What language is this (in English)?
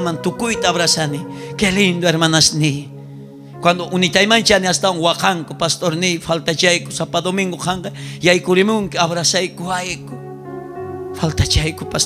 South Bolivian Quechua